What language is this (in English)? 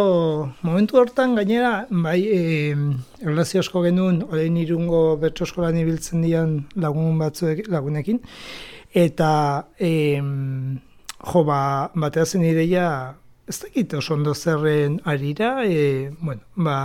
Basque